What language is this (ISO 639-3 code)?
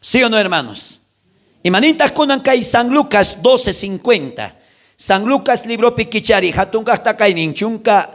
quh